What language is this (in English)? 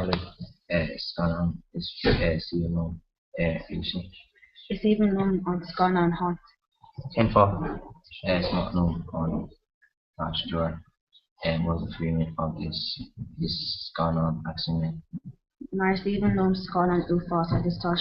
Irish